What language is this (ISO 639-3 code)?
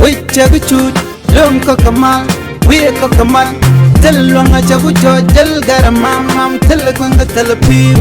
nus